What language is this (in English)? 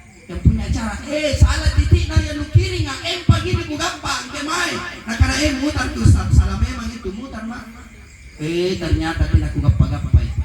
Makasar